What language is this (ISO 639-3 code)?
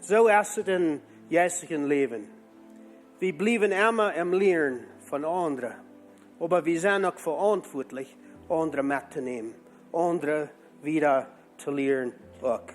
pdt